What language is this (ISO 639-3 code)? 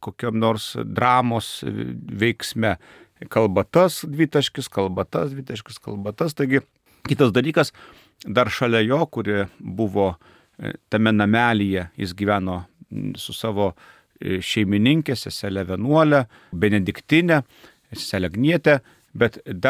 lit